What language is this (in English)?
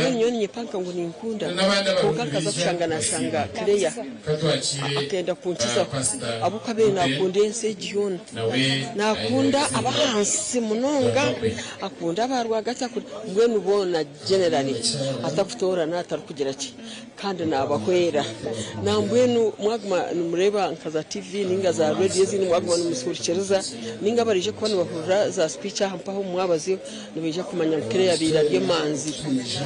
Nyankole